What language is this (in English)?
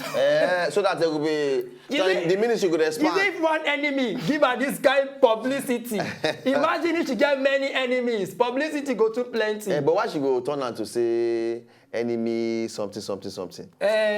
Nigerian Pidgin